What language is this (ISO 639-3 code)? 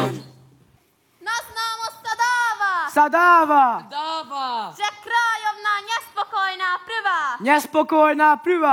slk